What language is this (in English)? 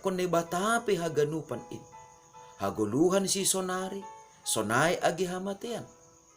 Batak Simalungun